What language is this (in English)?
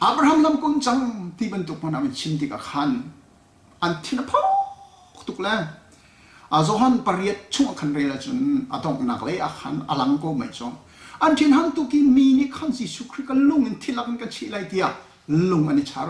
Hakha Chin